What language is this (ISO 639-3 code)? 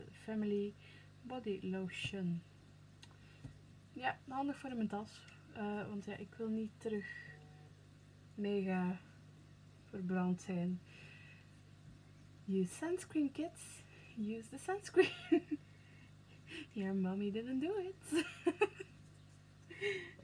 nld